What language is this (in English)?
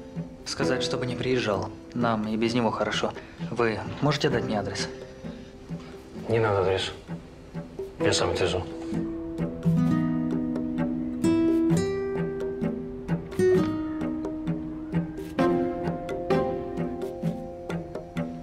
Russian